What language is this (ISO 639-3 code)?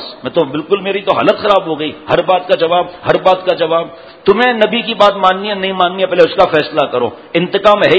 urd